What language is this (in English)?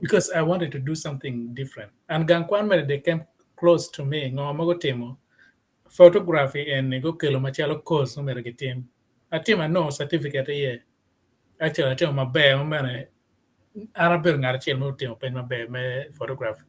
Acoli